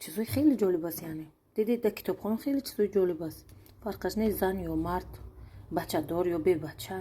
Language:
Tajik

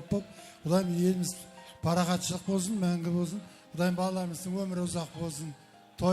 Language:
Kara-Kalpak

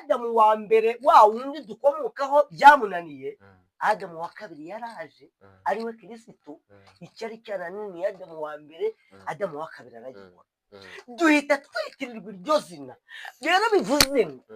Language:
Kinyarwanda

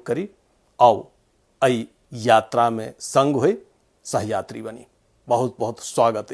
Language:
Maithili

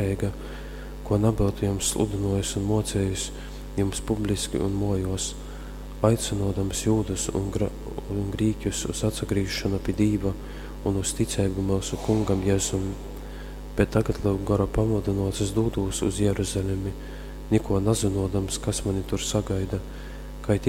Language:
Latgalian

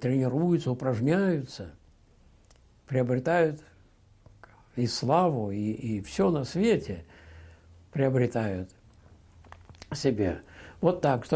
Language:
Russian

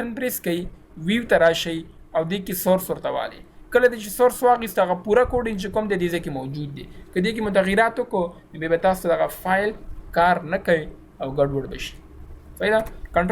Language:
Pashto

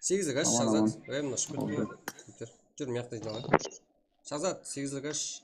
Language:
Kara-Kalpak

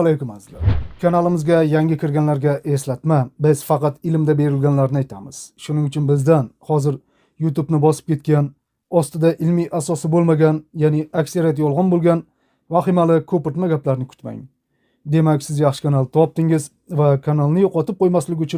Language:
Uzbek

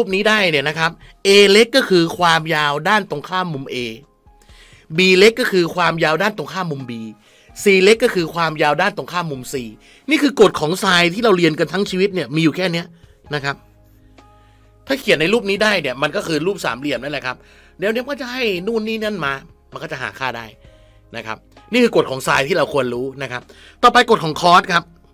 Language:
Thai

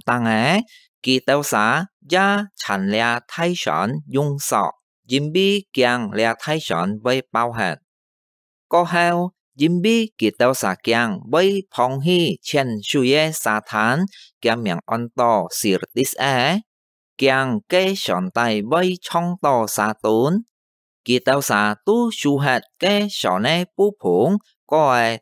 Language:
Hakka Chinese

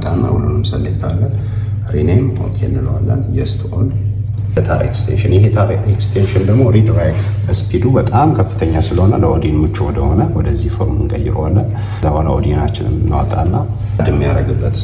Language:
Amharic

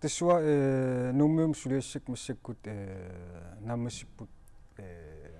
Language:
Kalaallisut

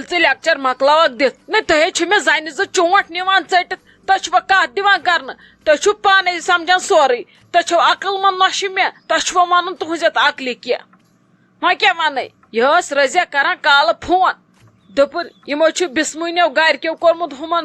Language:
Kashmiri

